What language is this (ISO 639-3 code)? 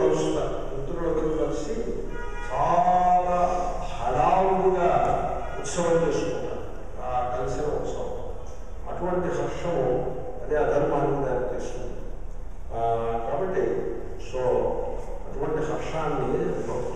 tel